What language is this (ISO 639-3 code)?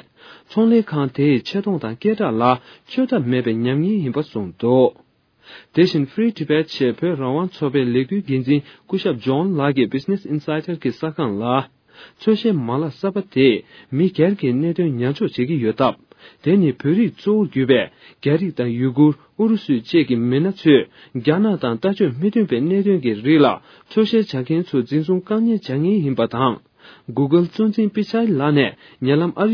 bod